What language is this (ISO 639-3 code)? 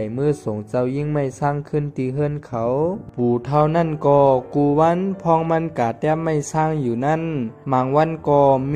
shn